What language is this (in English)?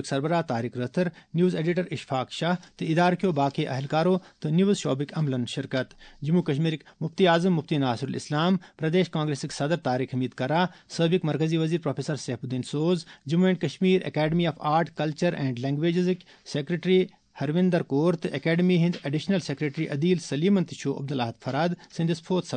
Kashmiri